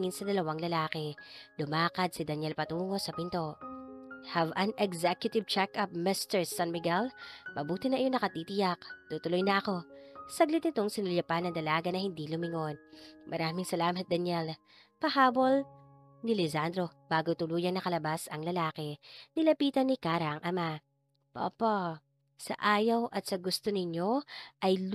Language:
Filipino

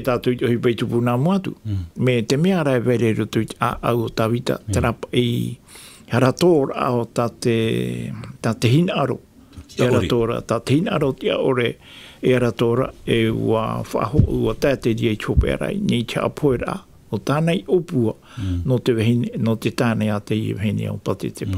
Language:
Tahitian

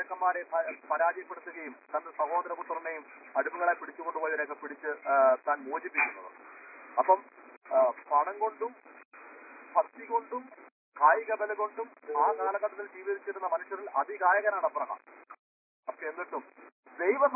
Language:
Malayalam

